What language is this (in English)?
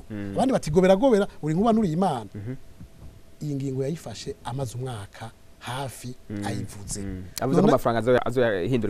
Rundi